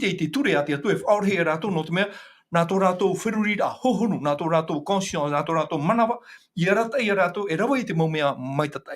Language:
Tahitian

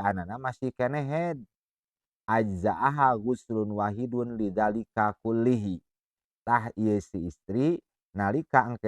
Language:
Sundanese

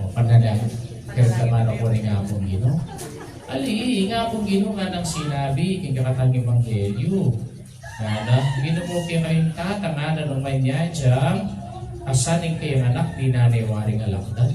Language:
Pampanga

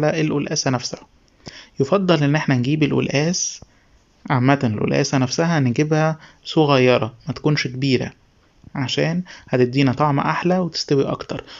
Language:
Egyptian Arabic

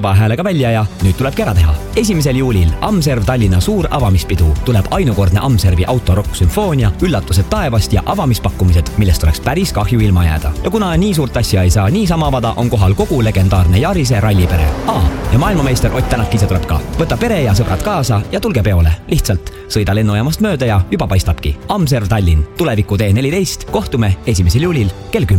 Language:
Estonian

